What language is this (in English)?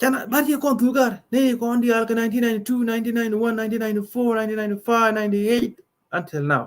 Nuer